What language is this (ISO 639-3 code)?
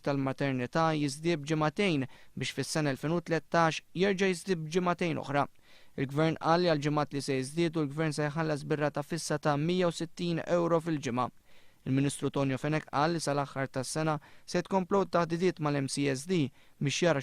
mlt